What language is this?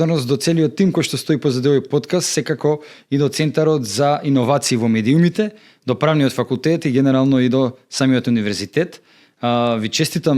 Macedonian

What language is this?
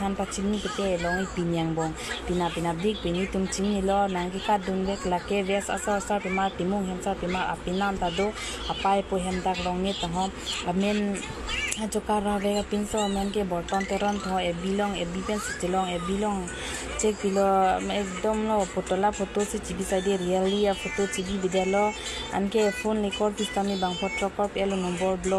Karbi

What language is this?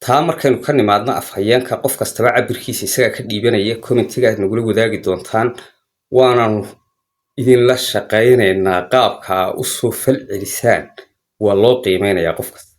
Somali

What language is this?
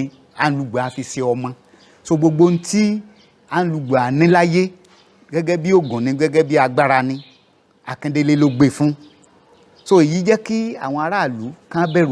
Yoruba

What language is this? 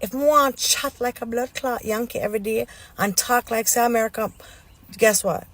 Jamaican Creole English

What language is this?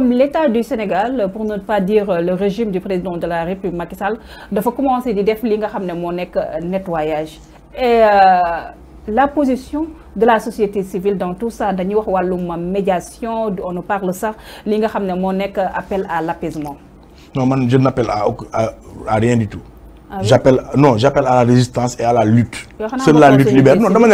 Wolof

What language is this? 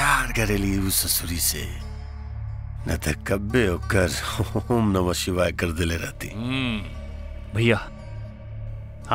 Bhojpuri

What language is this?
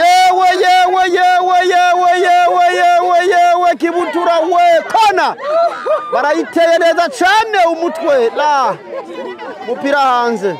Rundi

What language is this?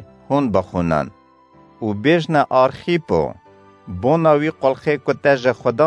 Kurdish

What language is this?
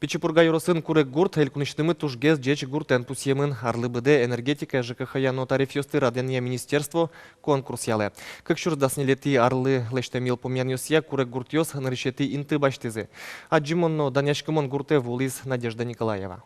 Udmurt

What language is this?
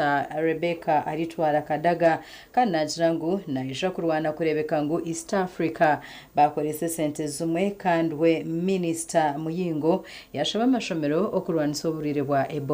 Nyankole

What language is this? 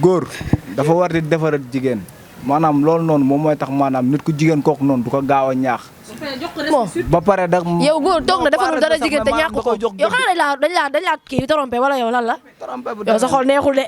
Wolof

